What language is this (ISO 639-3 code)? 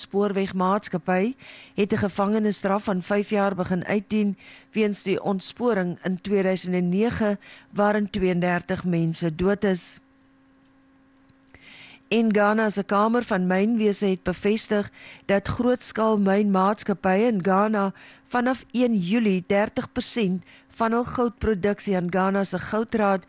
afr